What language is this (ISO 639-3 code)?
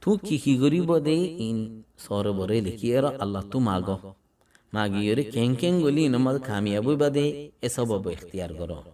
rhg